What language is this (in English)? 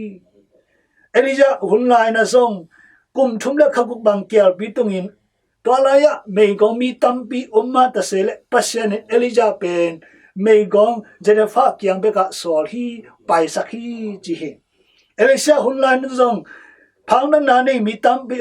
Tedim Chin